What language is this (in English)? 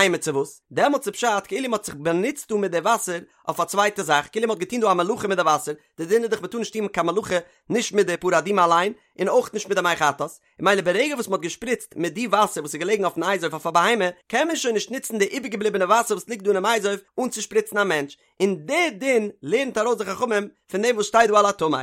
Yiddish